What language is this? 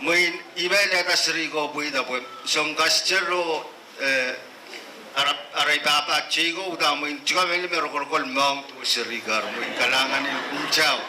Pohnpeian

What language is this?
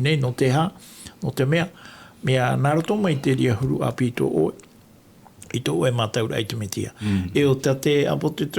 Tahitian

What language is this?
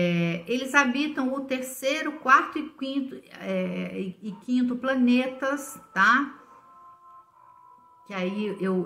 Portuguese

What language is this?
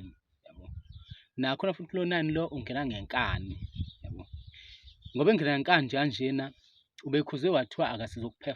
Zulu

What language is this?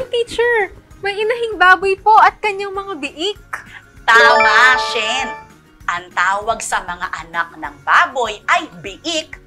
Filipino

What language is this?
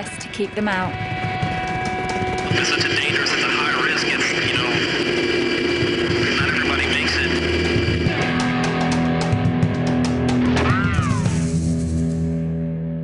English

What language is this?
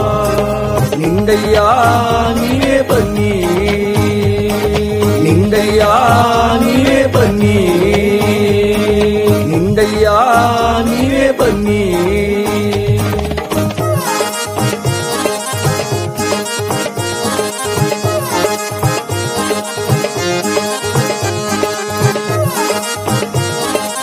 Kannada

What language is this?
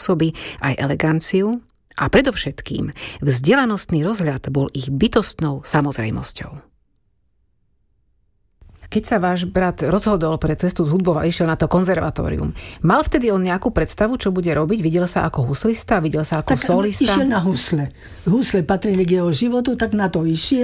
Slovak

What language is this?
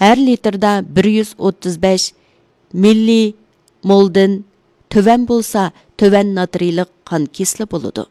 Uyghur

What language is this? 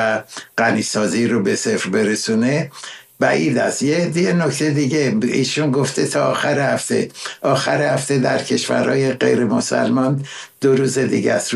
Persian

